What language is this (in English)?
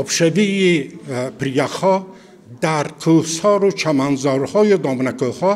Tajik